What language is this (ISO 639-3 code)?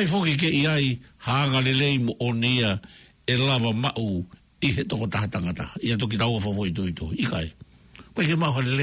ton